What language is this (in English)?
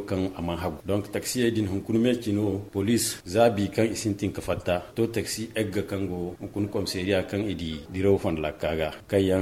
Zarma